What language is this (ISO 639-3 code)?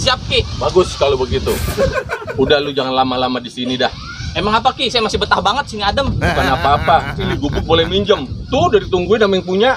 bew